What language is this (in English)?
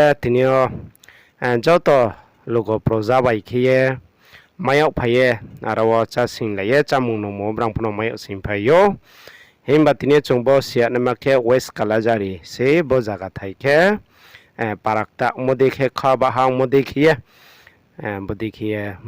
Riang (India)